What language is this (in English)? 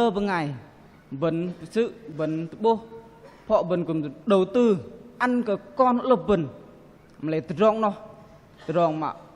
Bahnar